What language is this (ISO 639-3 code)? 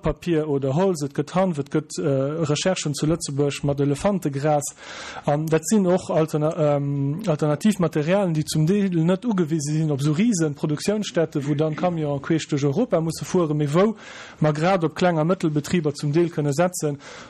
ltz